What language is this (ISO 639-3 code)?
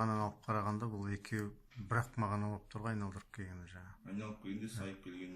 kaz